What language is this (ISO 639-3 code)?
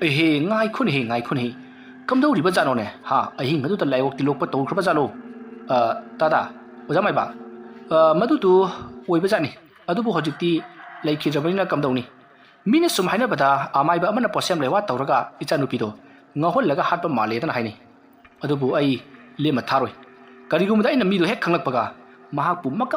mni